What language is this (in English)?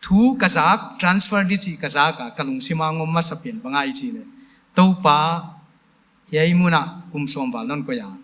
Paite Chin